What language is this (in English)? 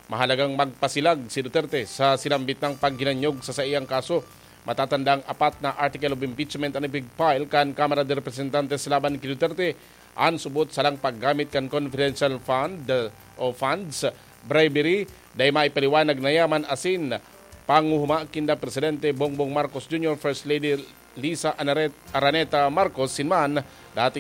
Bikol